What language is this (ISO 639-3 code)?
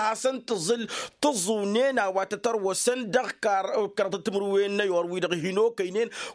taq